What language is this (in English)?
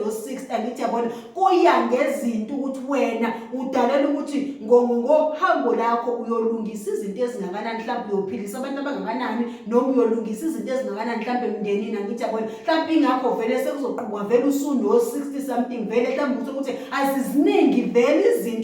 Zulu